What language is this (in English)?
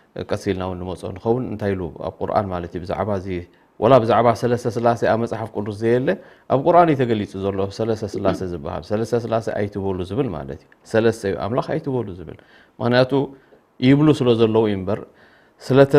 Tigrinya